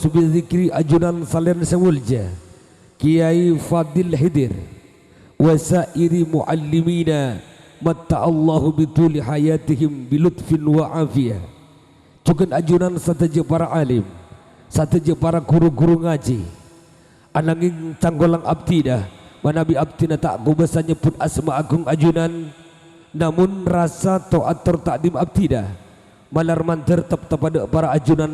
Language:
Madurese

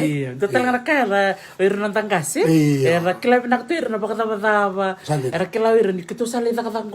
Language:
Fijian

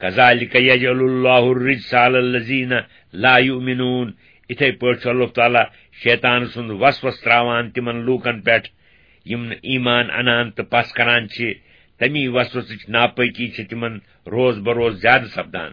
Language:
Kashmiri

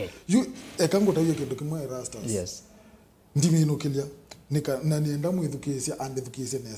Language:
Kamba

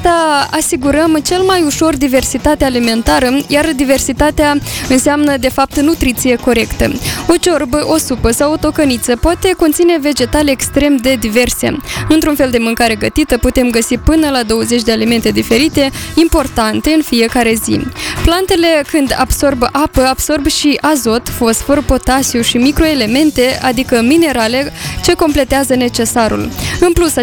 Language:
Romanian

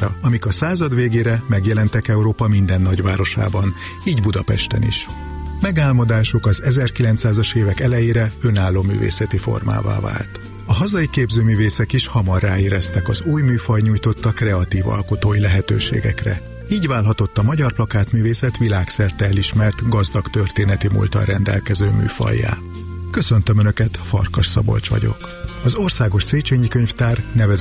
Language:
Hungarian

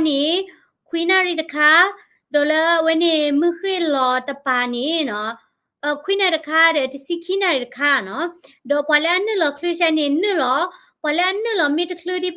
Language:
S'gaw Karen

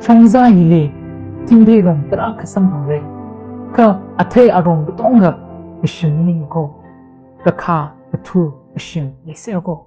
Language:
Tangkhul Naga (India)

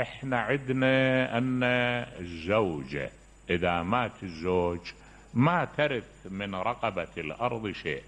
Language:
Mesopotamian Arabic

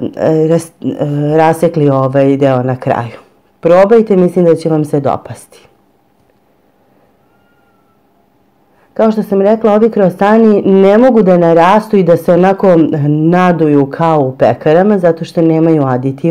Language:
Serbian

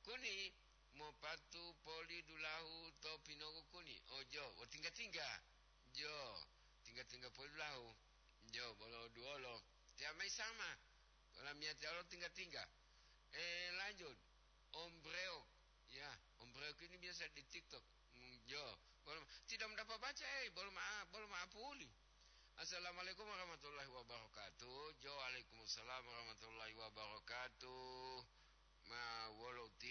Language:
Gorontalo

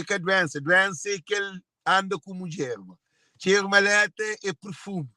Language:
Kabuverdianu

